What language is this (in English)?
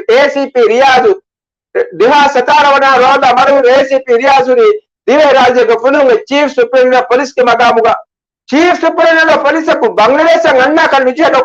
Divehi